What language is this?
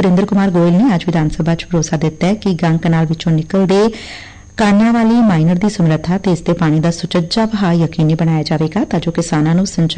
Punjabi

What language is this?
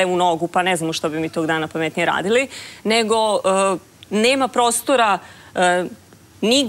Serbian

